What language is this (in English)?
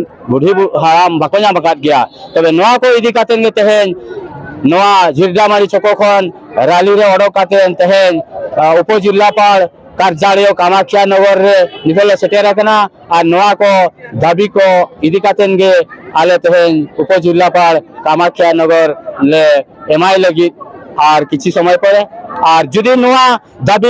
Santali